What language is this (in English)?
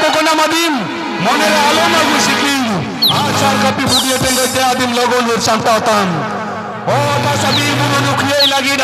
Santali